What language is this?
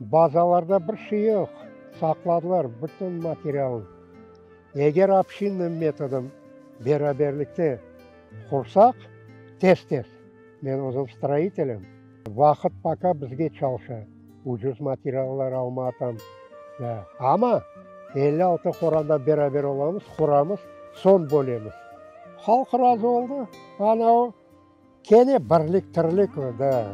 Crimean Tatar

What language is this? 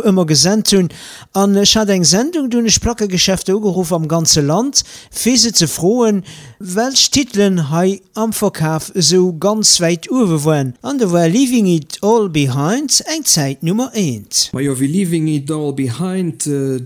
Luxembourgish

